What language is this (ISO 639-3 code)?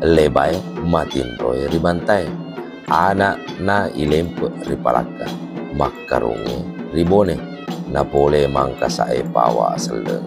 bug